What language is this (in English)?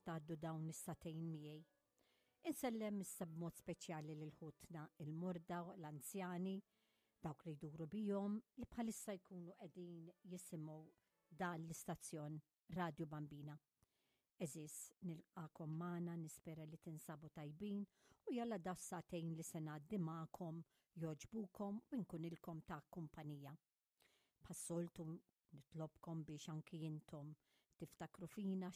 Maltese